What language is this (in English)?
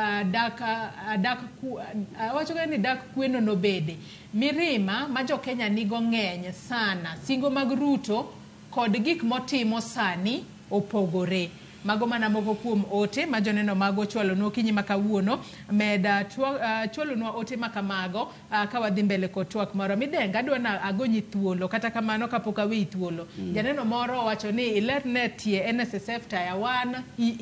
Luo (Kenya and Tanzania)